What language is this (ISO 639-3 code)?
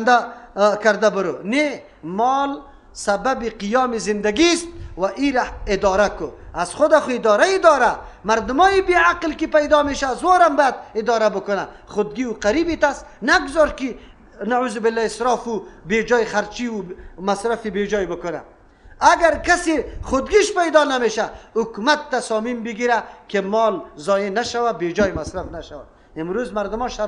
fas